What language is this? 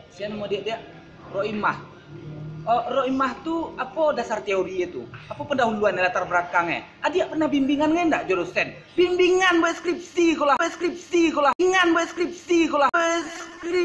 Minangkabau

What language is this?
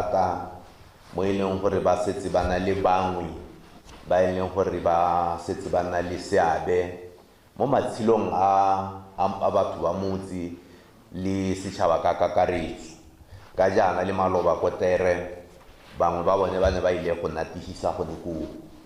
Tswana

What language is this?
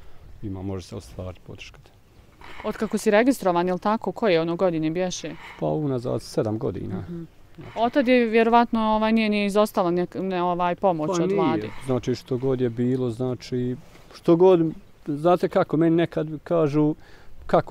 Bosnian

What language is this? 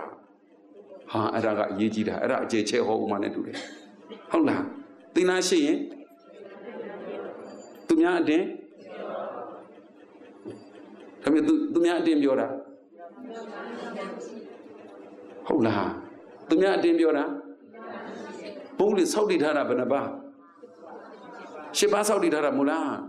Burmese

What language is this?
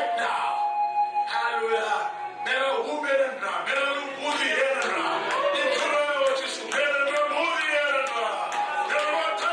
Fijian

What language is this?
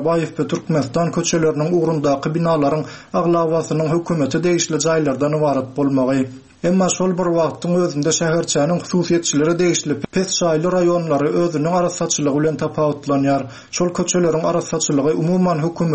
Turkmen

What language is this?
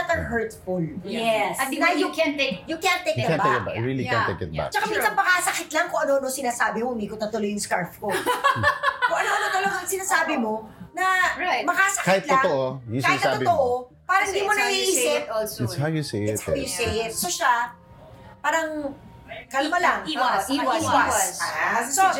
Filipino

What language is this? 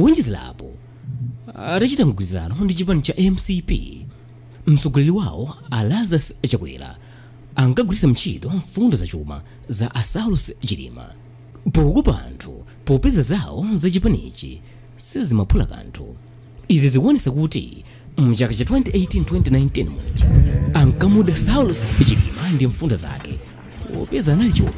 Nyanja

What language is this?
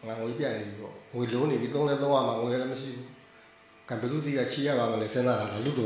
Burmese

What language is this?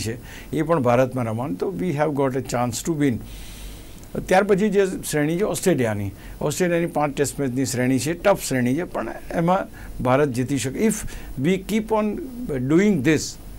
Gujarati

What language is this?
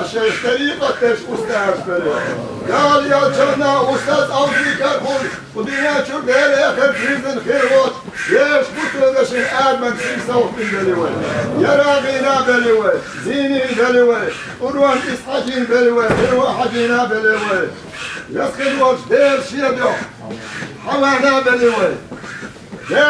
Chechen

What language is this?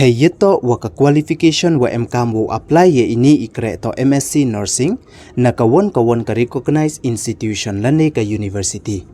Pnar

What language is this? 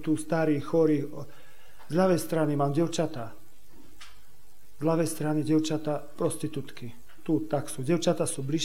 Slovak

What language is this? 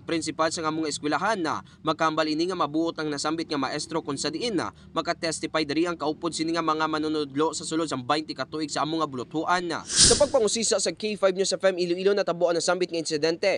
Hiligaynon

